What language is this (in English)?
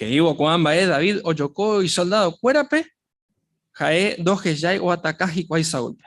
Guarani